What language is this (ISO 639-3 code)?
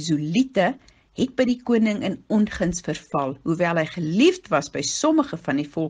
afr